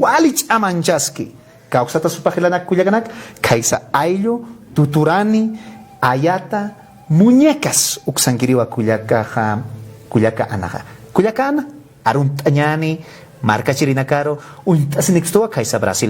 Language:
Aymara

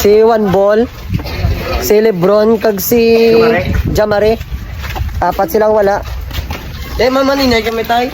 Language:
Hiligaynon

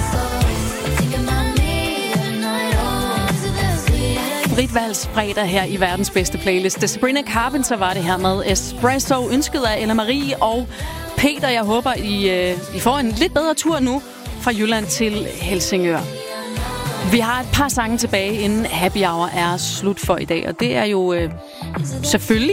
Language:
Danish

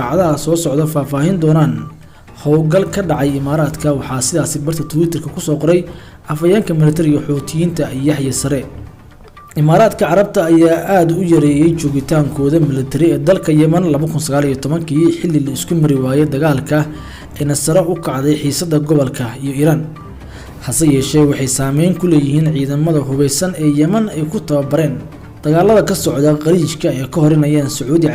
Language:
Somali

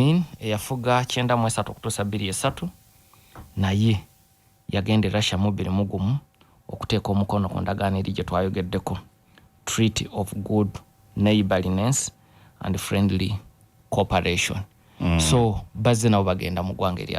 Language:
Ganda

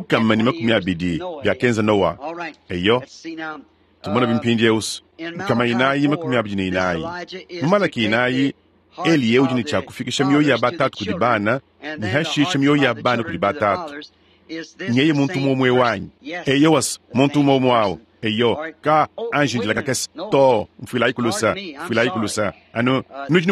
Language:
Luba-Lulua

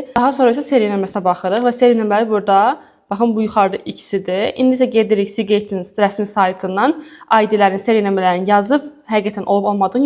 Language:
Azerbaijani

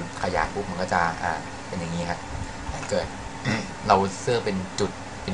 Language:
Thai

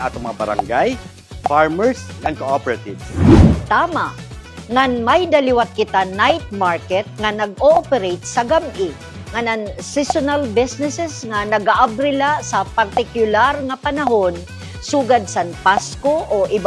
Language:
Waray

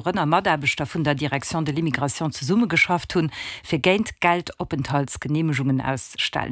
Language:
Luxembourgish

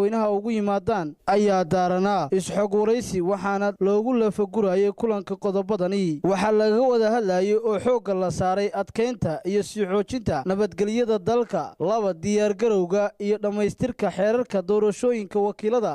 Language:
Somali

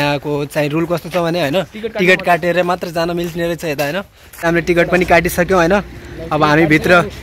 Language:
Nepali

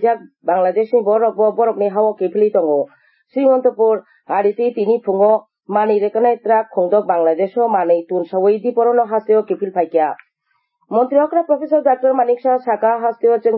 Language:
Kok Borok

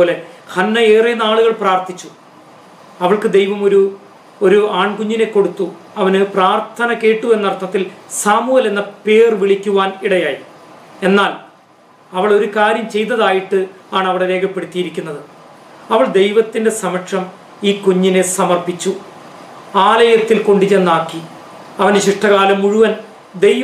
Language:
Malayalam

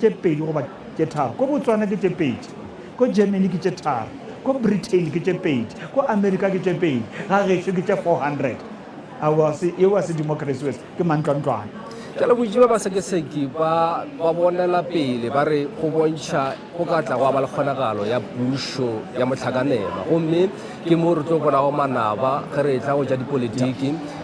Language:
Northern Sotho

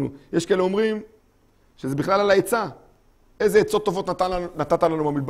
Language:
Hebrew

